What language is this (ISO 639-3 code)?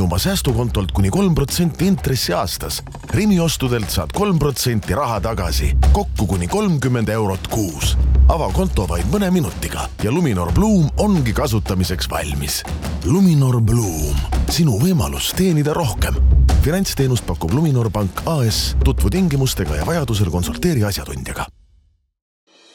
est